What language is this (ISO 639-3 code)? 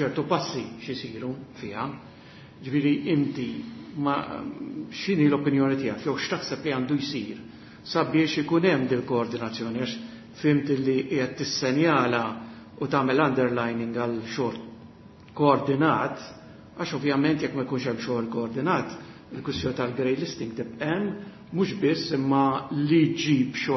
mlt